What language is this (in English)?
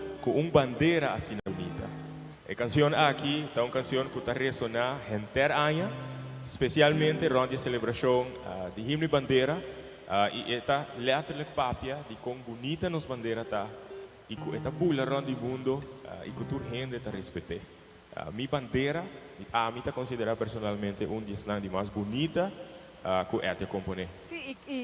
Papiamento